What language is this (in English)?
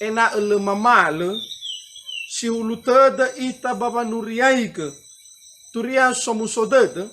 Nias